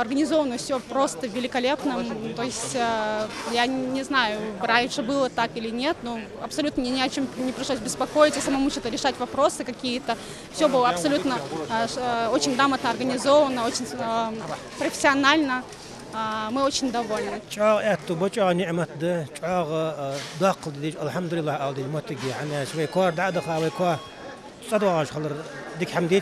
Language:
Ingush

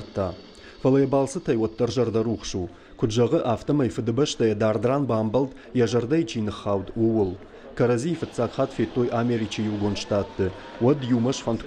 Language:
Ossetic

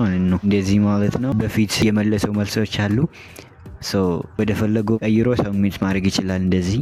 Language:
Amharic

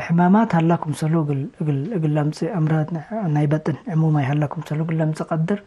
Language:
Tigre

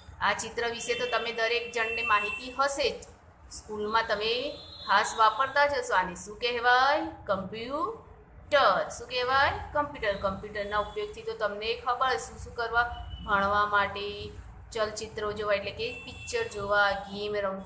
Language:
Gujarati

